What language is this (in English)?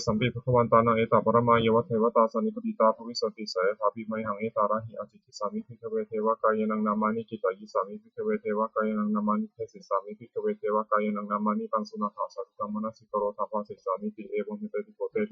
Pali